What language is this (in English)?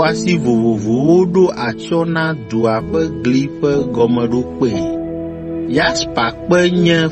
Ewe